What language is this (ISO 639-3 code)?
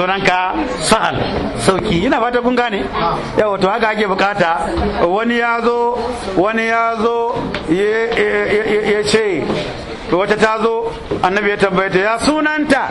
hau